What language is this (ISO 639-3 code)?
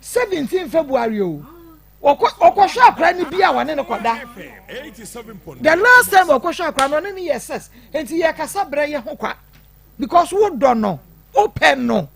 aka